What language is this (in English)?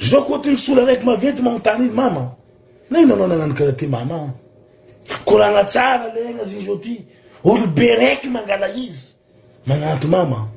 Malagasy